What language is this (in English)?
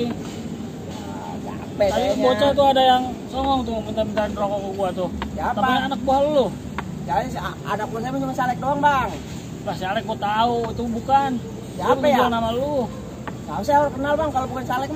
Betawi